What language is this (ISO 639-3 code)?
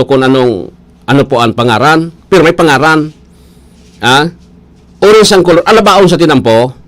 bik